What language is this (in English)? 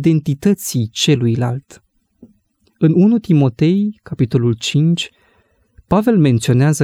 Romanian